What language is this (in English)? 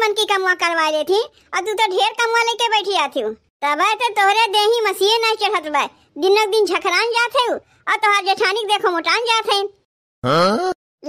Awadhi